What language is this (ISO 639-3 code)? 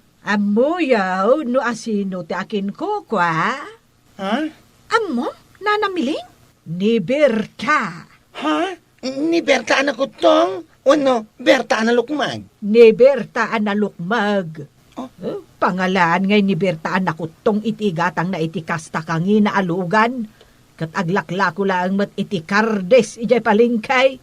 ilo